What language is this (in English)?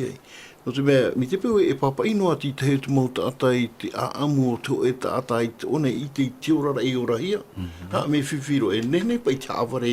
Tahitian